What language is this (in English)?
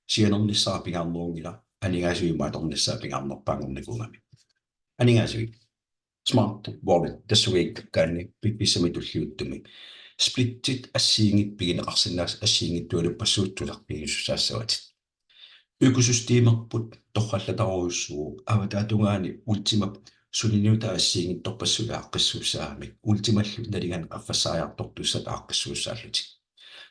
Kalaallisut